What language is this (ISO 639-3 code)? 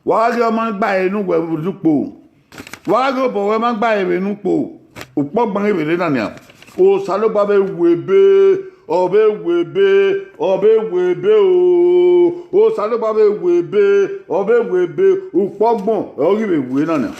bin